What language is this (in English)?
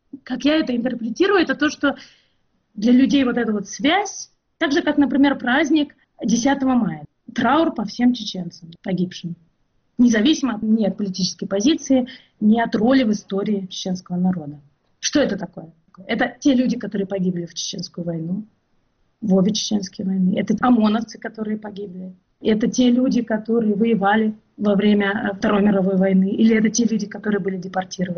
Russian